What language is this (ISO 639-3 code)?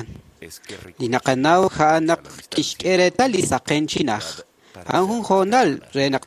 kek